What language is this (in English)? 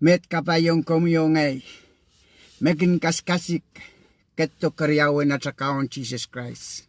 Pohnpeian